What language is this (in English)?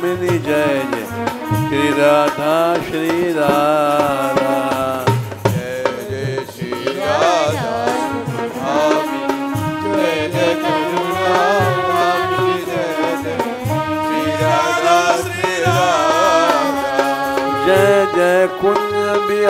Hindi